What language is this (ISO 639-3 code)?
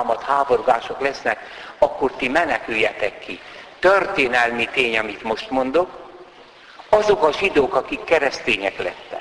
hun